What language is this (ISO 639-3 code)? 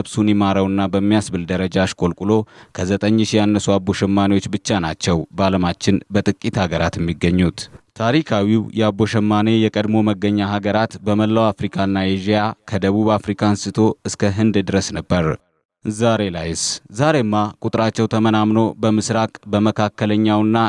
amh